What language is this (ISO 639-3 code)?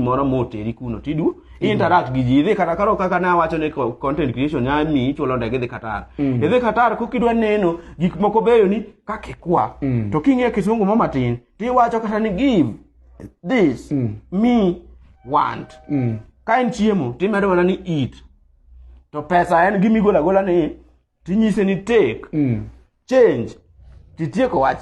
luo